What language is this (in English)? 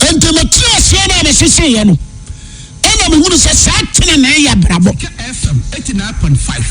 Akan